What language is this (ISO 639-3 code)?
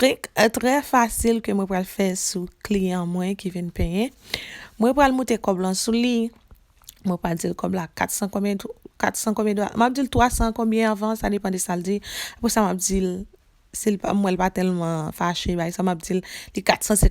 hat